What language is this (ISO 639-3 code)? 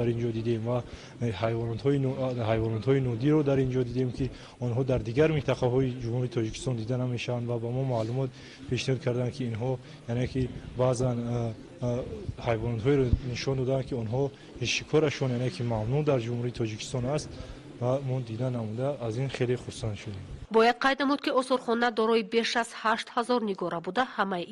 tgk